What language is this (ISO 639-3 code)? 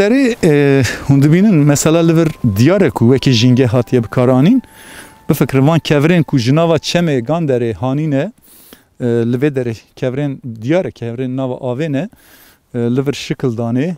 kur